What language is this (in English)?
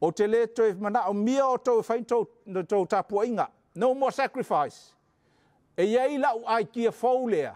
Samoan